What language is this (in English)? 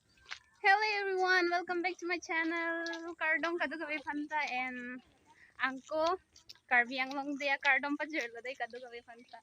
Karbi